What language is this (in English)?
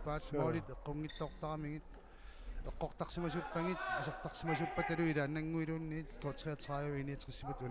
Kalaallisut